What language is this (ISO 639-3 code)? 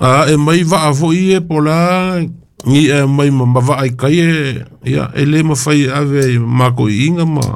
smo